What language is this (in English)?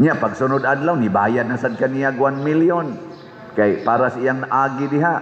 Cebuano